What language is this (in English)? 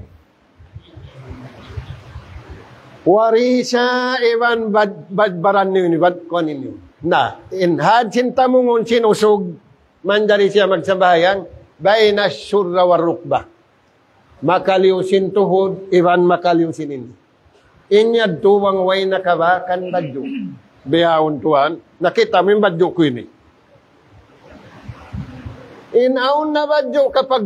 Tausug